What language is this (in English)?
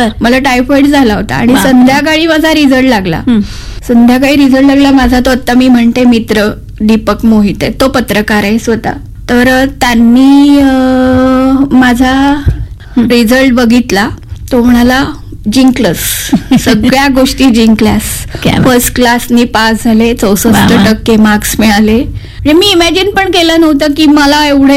Marathi